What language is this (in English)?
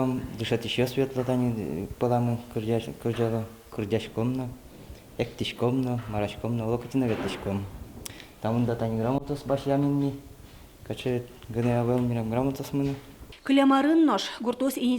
Udmurt